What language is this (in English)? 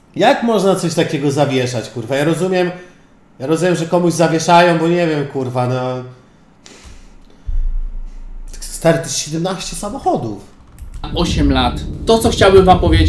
Polish